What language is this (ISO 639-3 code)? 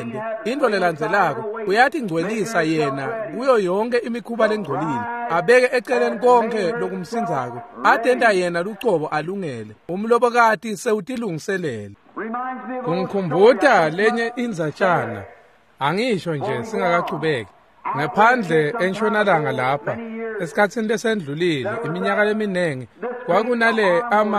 ssw